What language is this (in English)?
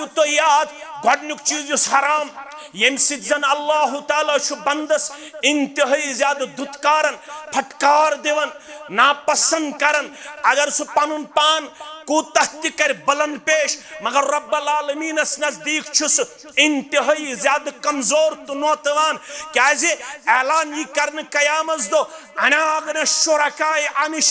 Kashmiri